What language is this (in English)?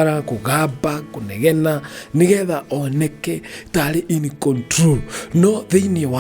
Kikuyu